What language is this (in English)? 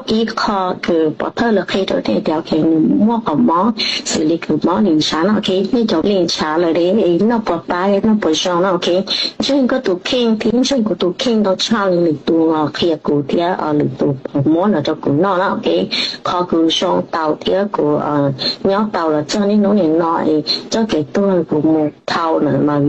Hmong